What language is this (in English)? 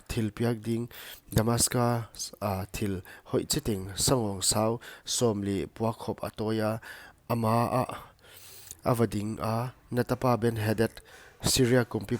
Paite Chin